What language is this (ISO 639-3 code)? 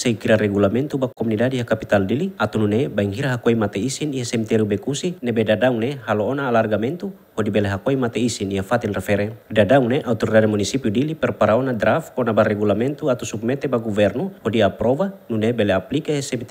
tet